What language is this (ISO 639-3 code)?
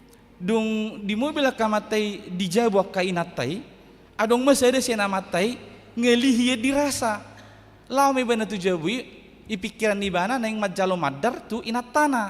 bbc